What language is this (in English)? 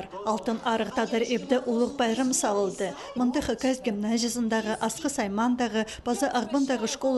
Khakas